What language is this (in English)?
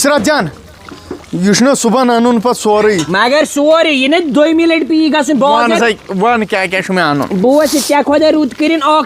Kashmiri